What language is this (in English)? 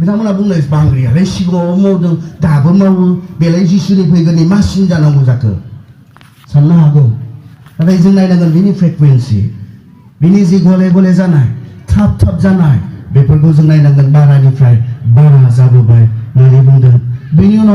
Bodo